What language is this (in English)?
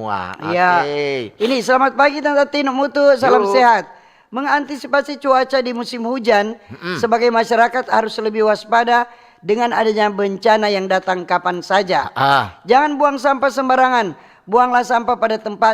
Manado Malay